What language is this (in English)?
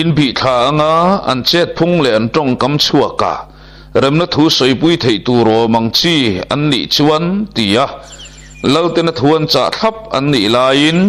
Mizo